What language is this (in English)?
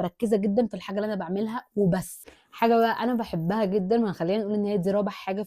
Egyptian Arabic